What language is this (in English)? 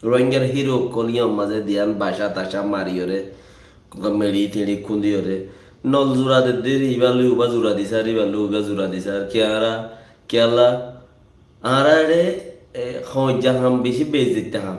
Rohingya